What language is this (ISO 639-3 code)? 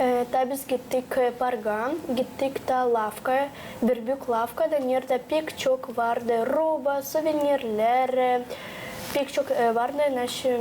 gag